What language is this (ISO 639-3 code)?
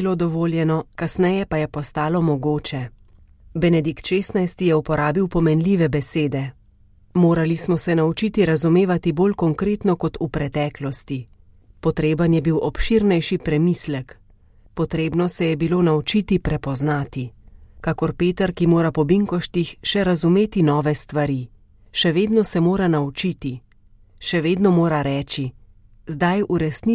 slv